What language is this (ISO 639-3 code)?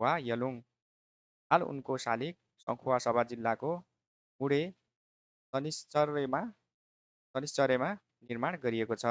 nep